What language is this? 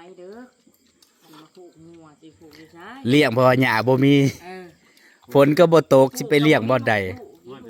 Northeastern Thai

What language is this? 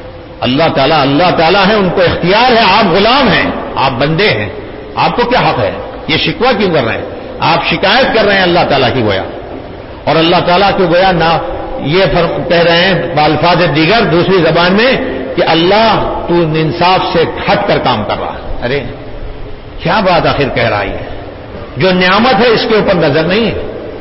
Urdu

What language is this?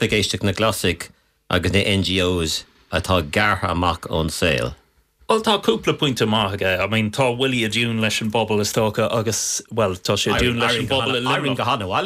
Irish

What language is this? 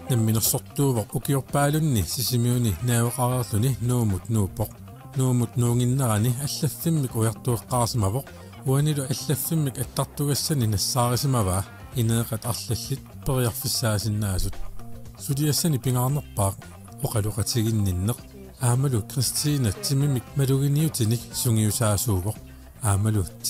Kalaallisut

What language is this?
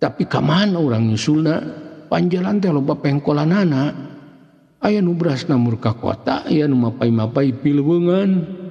Sundanese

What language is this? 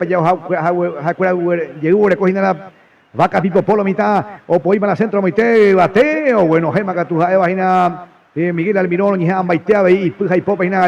Guarani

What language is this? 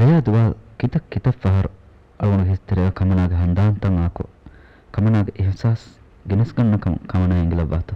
Divehi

